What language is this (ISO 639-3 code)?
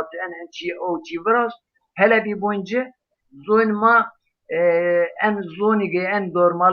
zza